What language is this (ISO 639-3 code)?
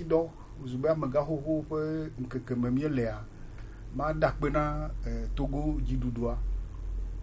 gej